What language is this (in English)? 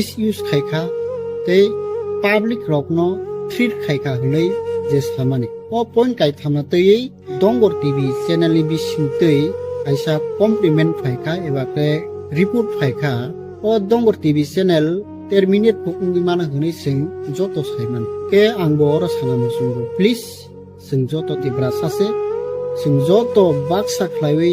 Kok Borok